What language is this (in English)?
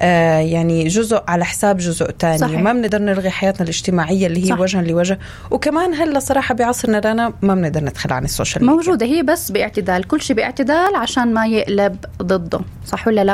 North Levantine Arabic